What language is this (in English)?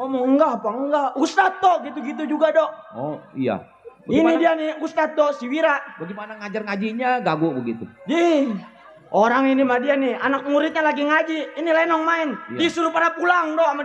Betawi